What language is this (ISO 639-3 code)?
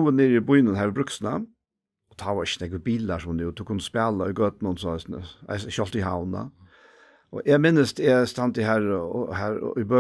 fao